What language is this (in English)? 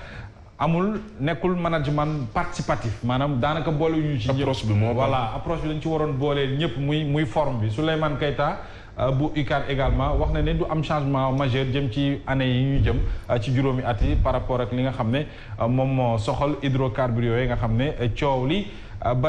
Wolof